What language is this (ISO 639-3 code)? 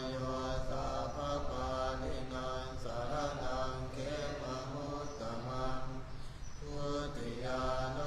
pli